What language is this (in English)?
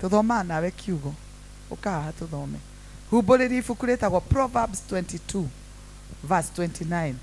Kikuyu